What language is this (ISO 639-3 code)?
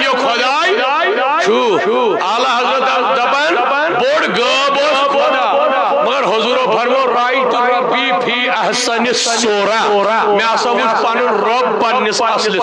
kas